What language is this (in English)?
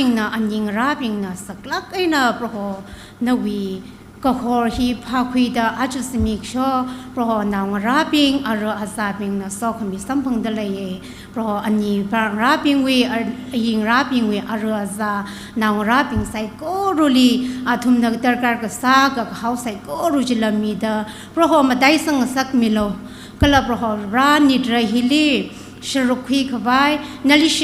Tangkhul Naga (India)